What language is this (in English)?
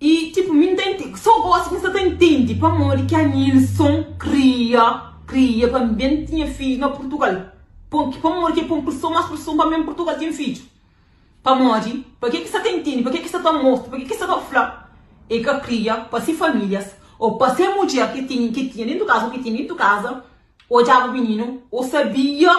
Kabuverdianu